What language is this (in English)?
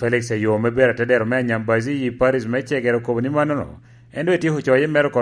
Lango (Uganda)